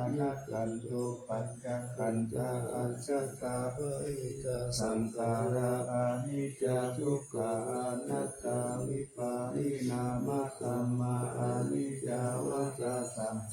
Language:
Pali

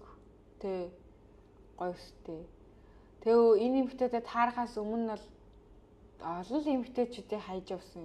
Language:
Mongolian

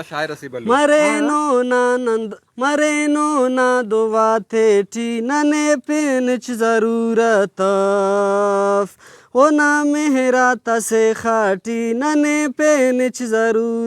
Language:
Brahui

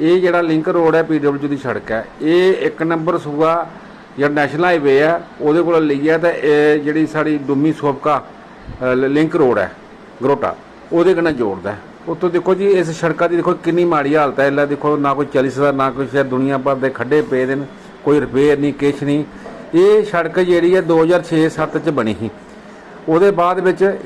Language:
Dogri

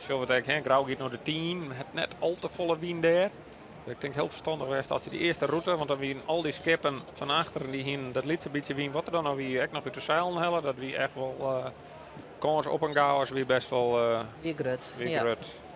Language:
Western Frisian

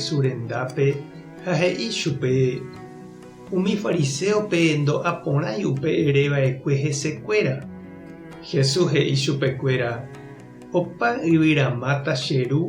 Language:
Guarani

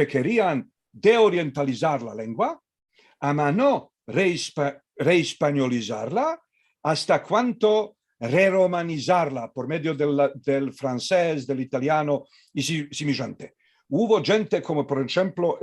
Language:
Ladino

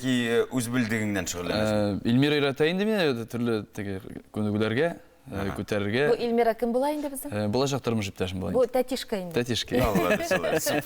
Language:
Tatar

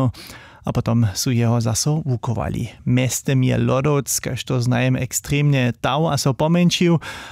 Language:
Upper Sorbian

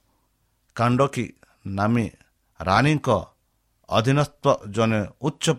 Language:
Odia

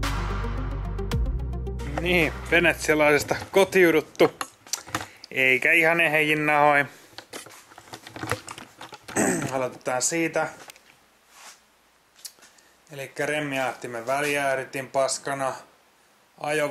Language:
Finnish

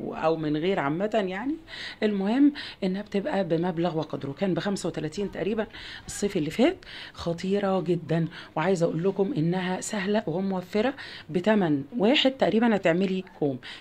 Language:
Egyptian Arabic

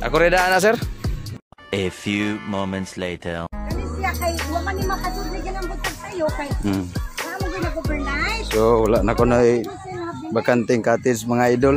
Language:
Cebuano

